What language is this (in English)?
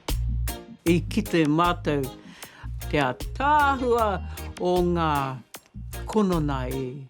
Māori